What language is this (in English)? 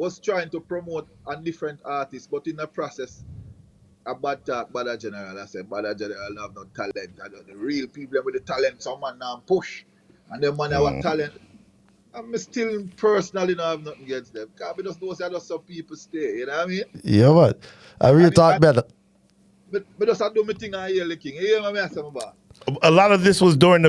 Jamaican Creole English